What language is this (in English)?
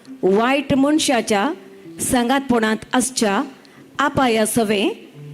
Konkani